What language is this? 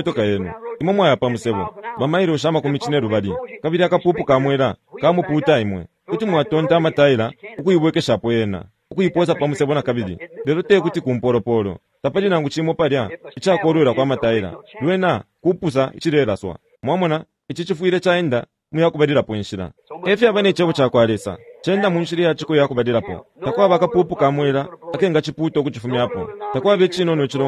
Bemba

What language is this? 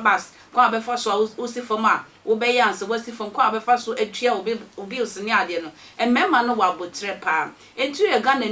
Akan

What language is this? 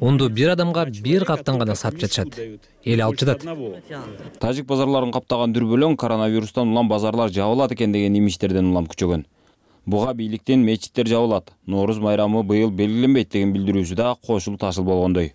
Kyrgyz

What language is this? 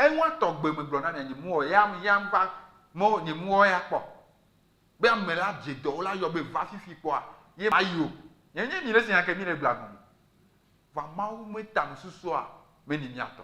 Ewe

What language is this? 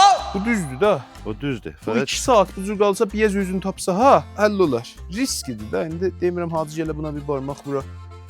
South Azerbaijani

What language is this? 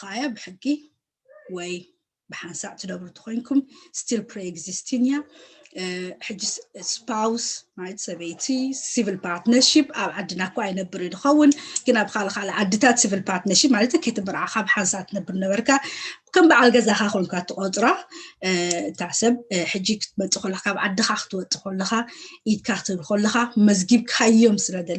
Tigrinya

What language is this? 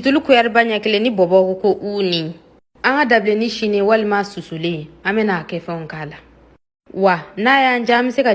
Bambara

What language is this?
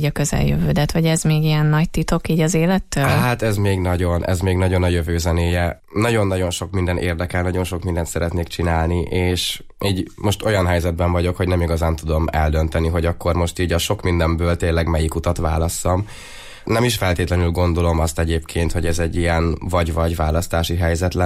Hungarian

